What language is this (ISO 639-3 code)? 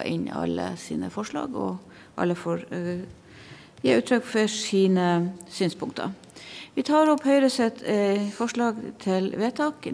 nor